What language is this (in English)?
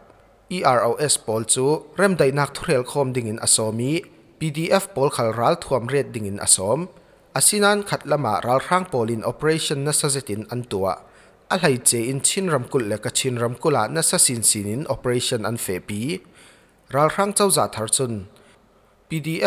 Falam Chin